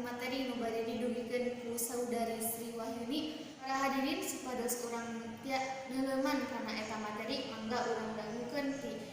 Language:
Sundanese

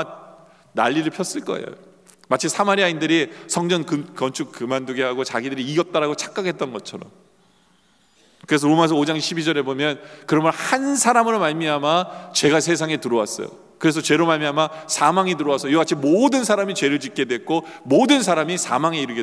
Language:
Korean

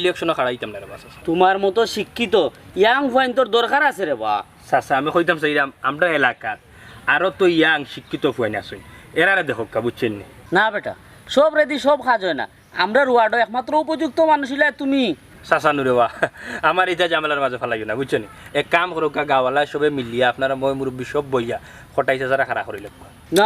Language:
Sylheti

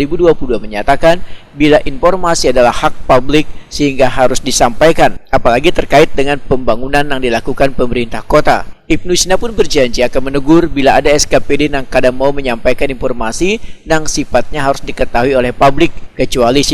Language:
Banjar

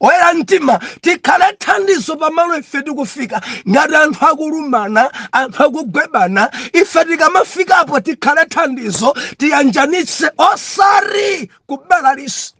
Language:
Nyanja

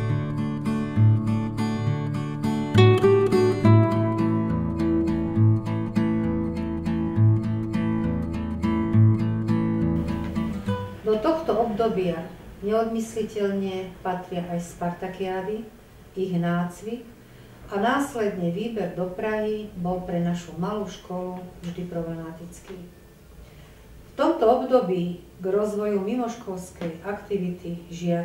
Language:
Slovak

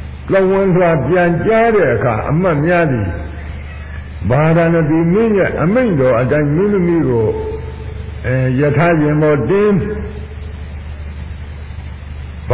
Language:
Burmese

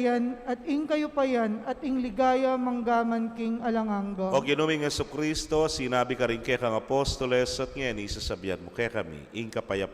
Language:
Pampanga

